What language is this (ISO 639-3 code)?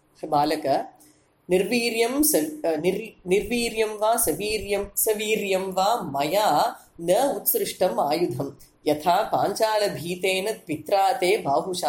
san